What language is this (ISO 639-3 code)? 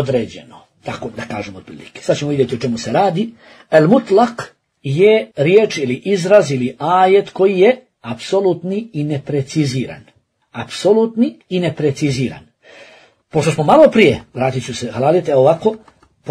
bos